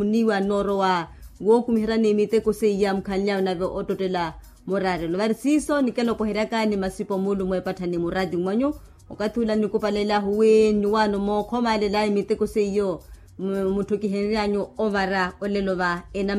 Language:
Makhuwa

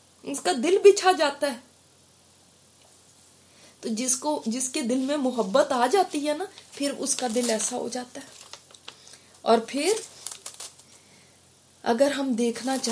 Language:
Urdu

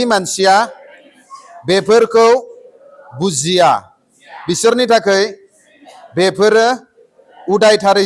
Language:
Bodo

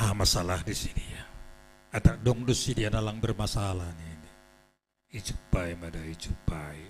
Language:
Batak Simalungun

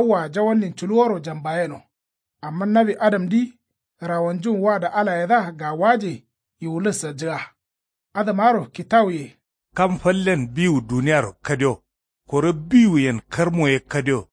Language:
Kanuri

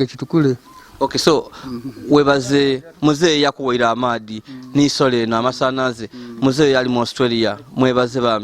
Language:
Ganda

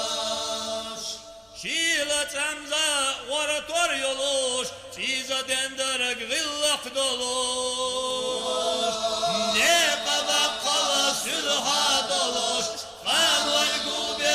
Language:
Chechen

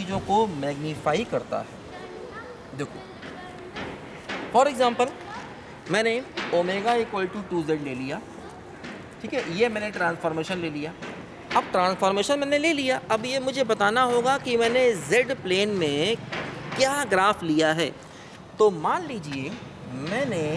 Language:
Hindi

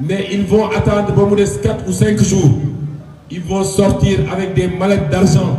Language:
Wolof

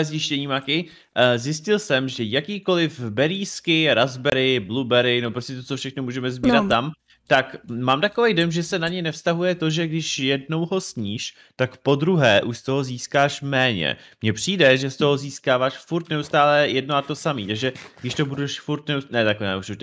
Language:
Czech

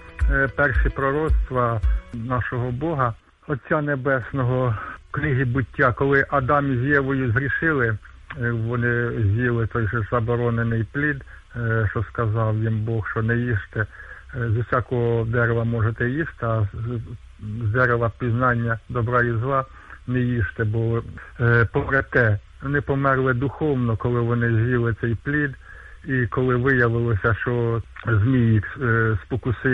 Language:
Ukrainian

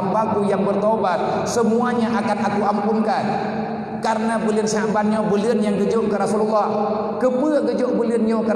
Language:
Achinese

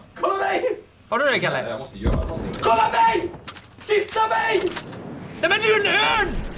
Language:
Swedish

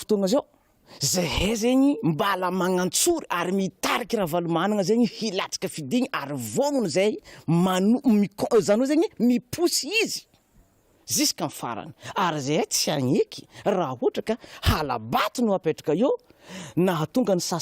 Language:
Malagasy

